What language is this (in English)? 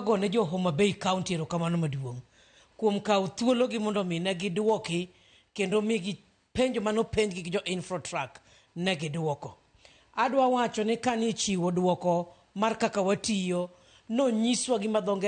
Luo (Kenya and Tanzania)